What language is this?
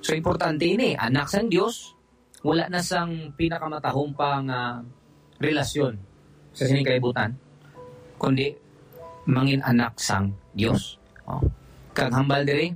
Hiligaynon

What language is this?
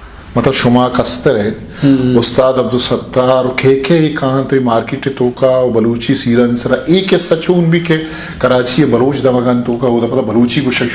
Eastern Balochi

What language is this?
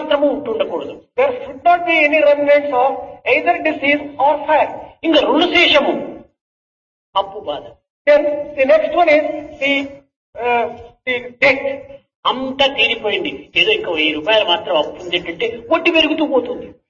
Telugu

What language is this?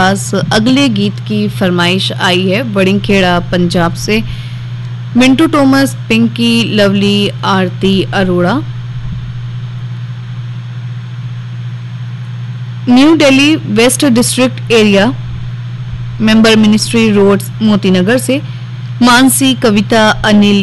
Hindi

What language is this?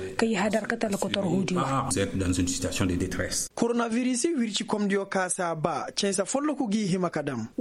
Koyraboro Senni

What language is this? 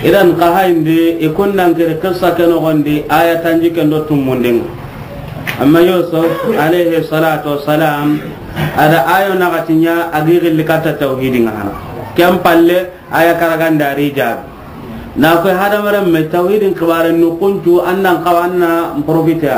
Soninke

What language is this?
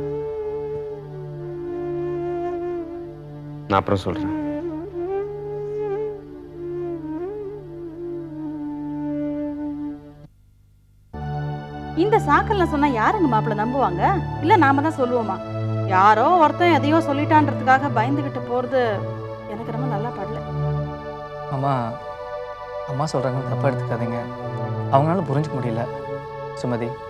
Tamil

